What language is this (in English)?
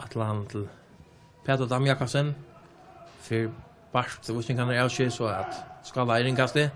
Faroese